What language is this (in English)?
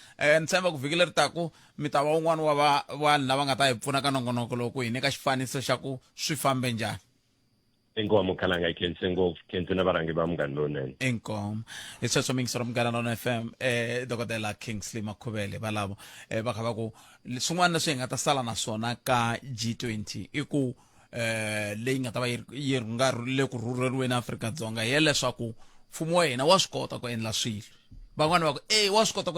Tsonga